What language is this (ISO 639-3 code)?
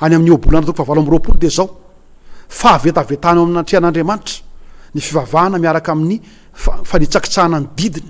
mlg